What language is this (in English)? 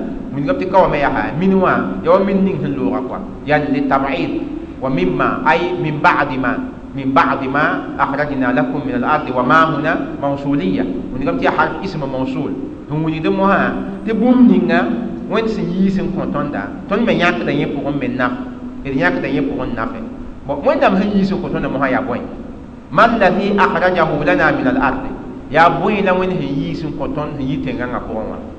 Mossi